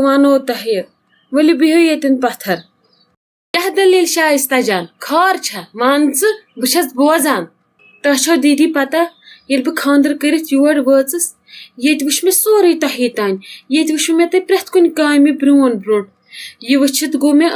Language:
Kashmiri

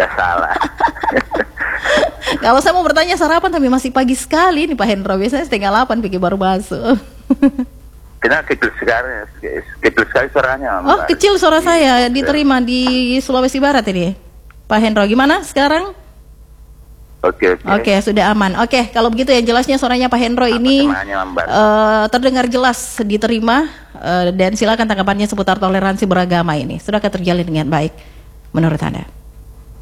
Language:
Indonesian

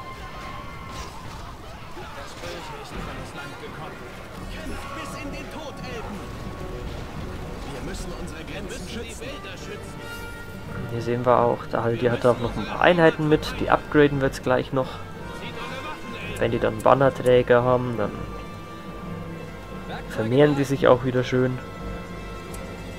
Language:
German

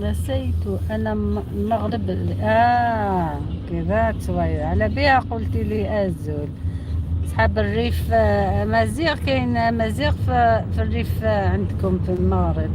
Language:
Algerian Arabic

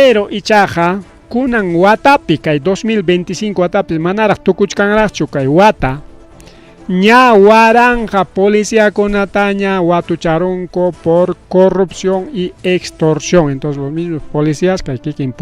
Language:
Ayacucho Quechua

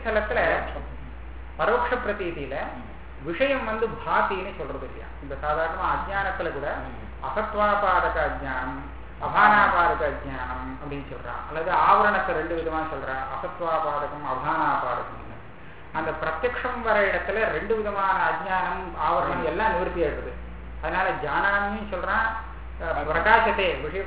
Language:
Tamil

